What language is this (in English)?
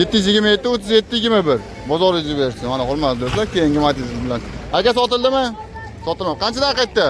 Uzbek